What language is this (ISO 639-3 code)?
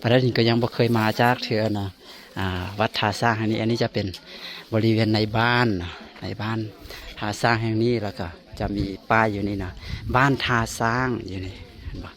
lao